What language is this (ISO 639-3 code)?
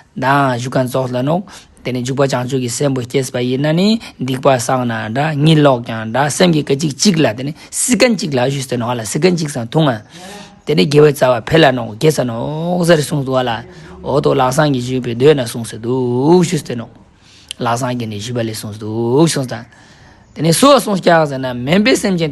lbj